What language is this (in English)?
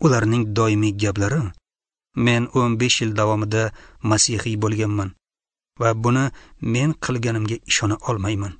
Uzbek